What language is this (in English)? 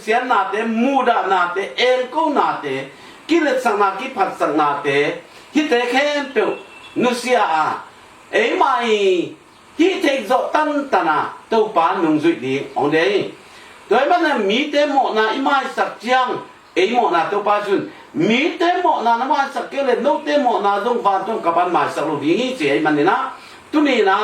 Tedim Chin